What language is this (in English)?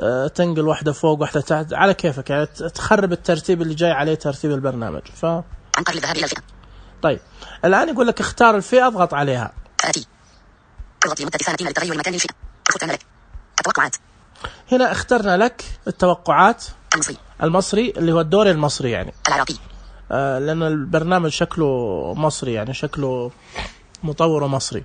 Najdi Arabic